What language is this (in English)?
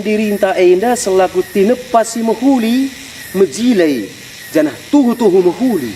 Batak Karo